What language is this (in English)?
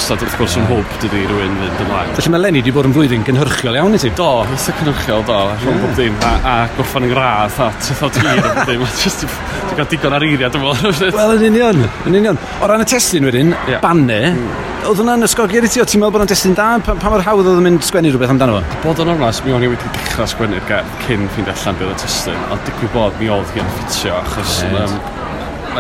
Welsh